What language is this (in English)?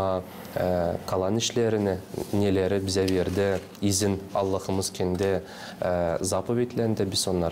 Gagauz